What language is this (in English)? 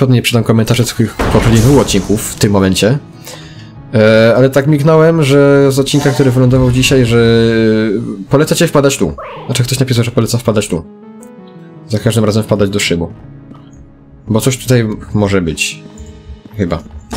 Polish